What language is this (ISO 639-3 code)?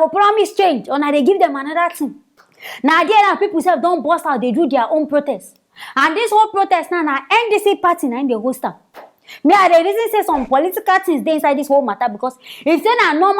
pcm